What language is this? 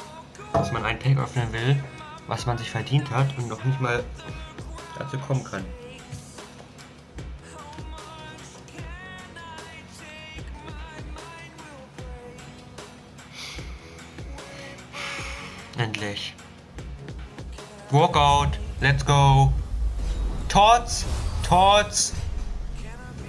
German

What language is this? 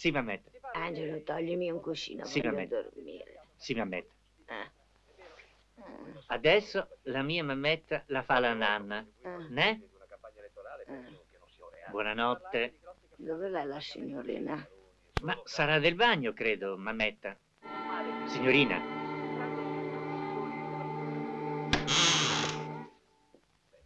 Italian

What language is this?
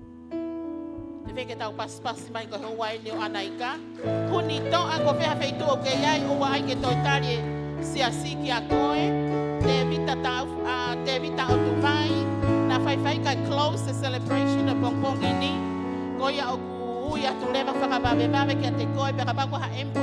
Tongan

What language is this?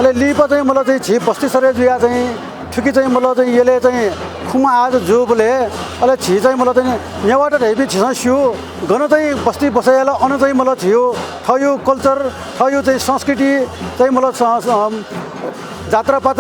Newari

